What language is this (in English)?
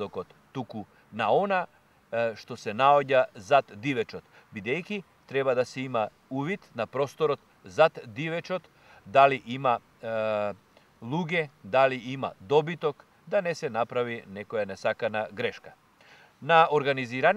Macedonian